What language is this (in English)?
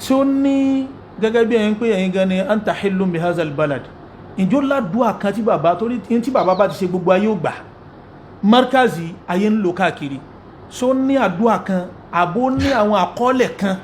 Yoruba